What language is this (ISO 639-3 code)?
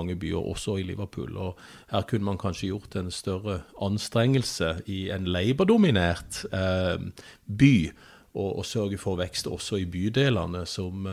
nor